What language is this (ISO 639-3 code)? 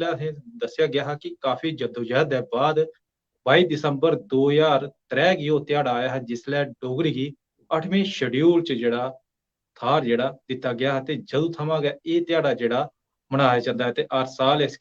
doi